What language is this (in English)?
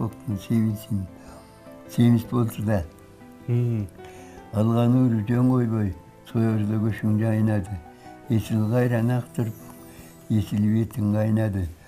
Kyrgyz